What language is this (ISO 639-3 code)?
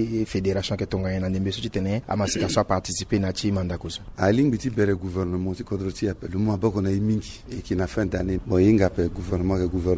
sag